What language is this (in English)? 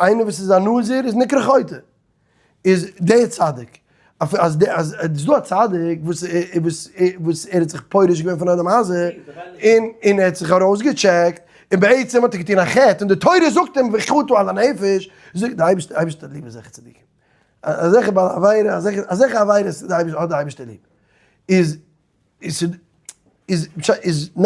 Yiddish